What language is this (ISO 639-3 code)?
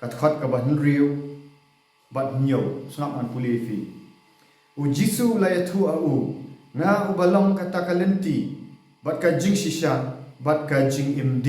kha